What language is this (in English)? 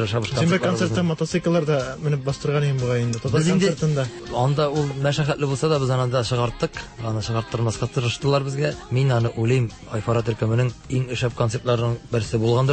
Tatar